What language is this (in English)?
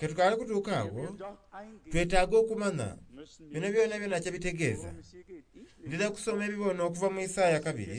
Soga